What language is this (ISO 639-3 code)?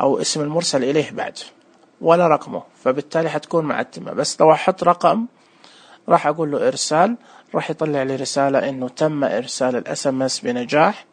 ars